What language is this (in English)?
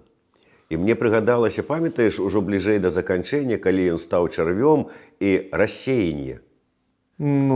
Belarusian